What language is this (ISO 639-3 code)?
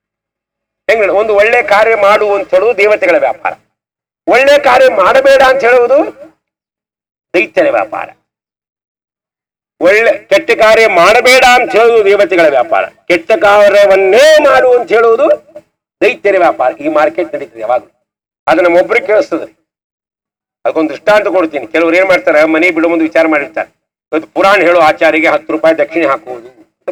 kan